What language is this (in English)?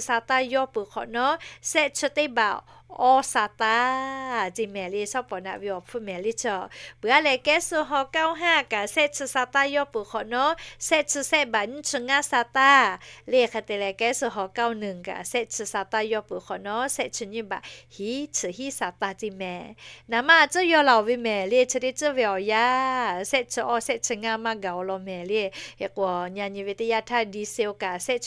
Lahu